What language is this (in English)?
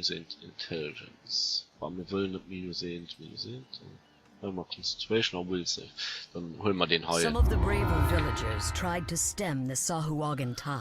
Luxembourgish